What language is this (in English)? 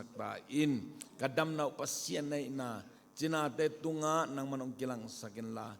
Tedim Chin